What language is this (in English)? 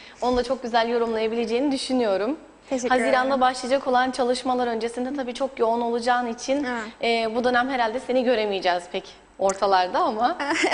Turkish